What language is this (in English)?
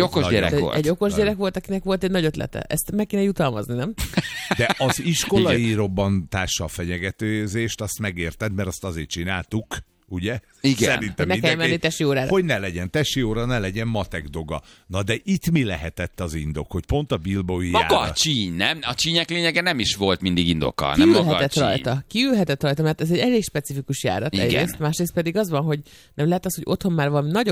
Hungarian